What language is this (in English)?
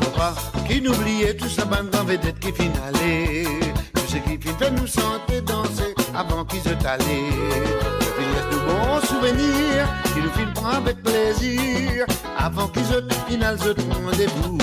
Morisyen